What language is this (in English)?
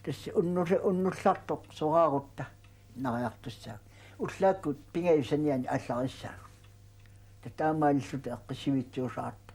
Kalaallisut